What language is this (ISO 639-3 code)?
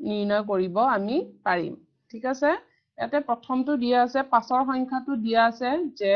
asm